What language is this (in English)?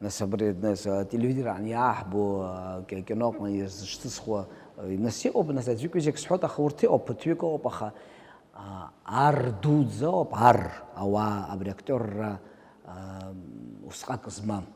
Abkhazian